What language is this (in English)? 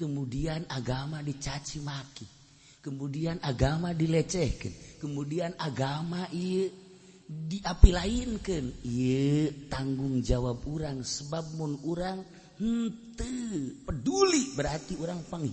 Sundanese